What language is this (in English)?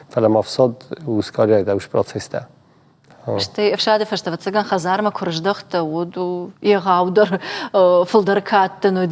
Ossetic